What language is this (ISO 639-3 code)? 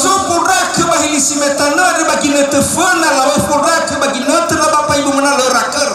nia